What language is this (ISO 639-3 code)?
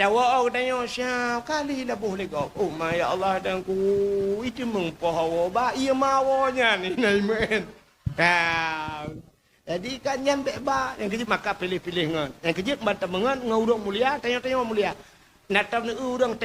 ace